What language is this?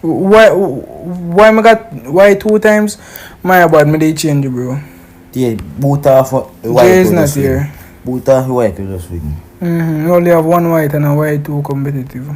Jamaican Creole English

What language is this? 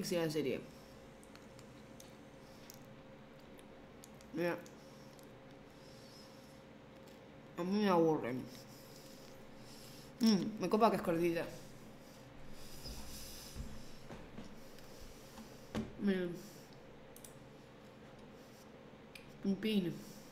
Spanish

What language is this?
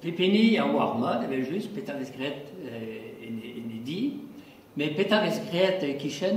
Breton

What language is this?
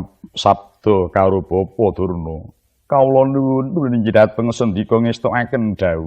Javanese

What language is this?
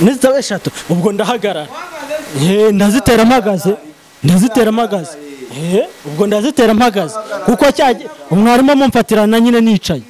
Kinyarwanda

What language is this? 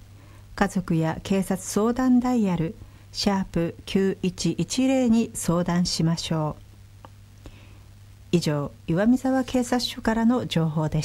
Japanese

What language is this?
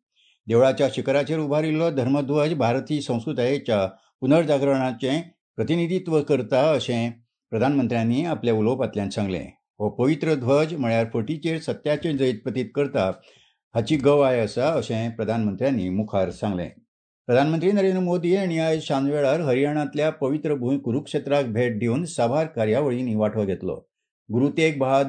Konkani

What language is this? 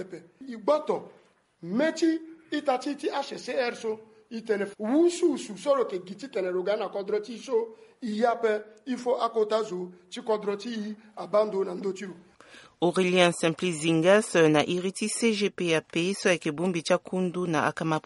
Sango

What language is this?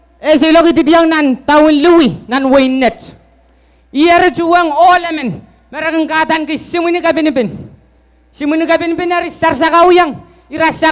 Pohnpeian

